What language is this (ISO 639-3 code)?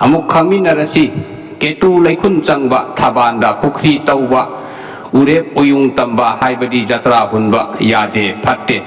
mni